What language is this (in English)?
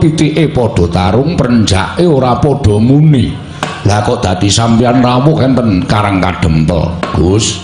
Javanese